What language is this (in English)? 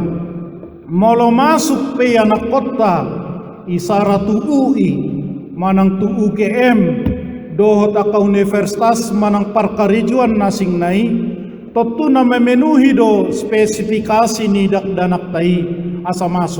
Batak Toba